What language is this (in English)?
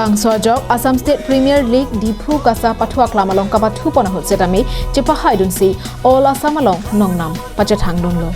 Karbi